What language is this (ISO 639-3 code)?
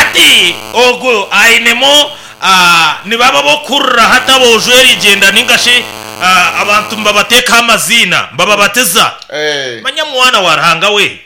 nyn